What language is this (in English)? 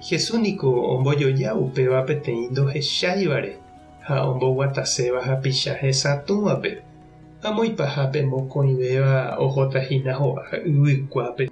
Guarani